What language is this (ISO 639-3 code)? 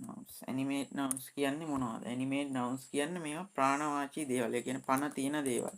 sin